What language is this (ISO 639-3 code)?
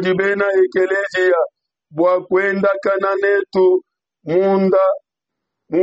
lua